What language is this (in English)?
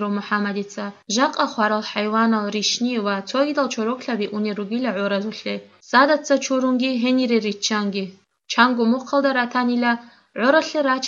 Avaric